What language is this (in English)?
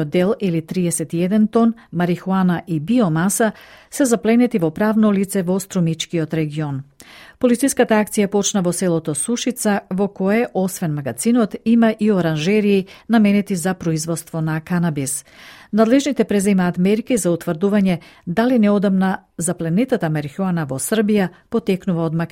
Macedonian